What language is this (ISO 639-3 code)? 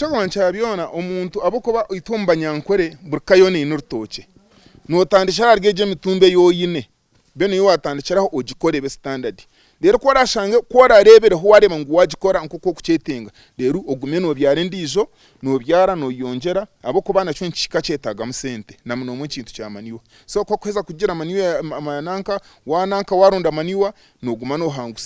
nyn